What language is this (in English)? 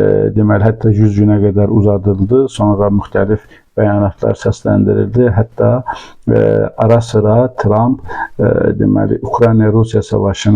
Azerbaijani